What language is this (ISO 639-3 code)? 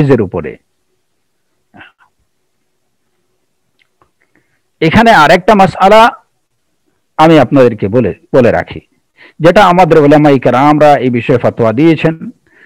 ben